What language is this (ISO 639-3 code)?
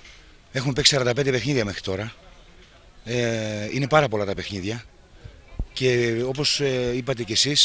ell